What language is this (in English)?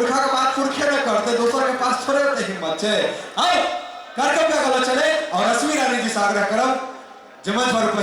Maithili